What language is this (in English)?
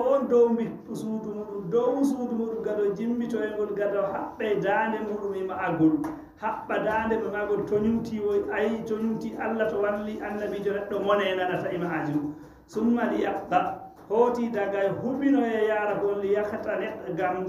Fula